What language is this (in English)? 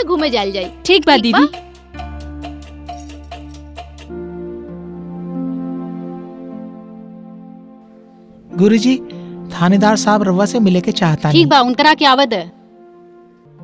Bhojpuri